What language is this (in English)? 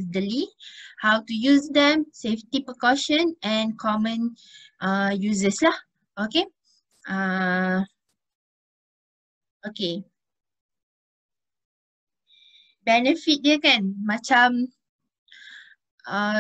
Malay